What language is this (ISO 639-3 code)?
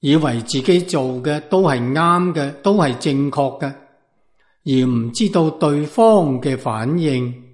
yue